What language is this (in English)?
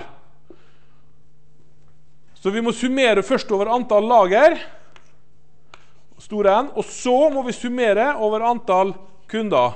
Norwegian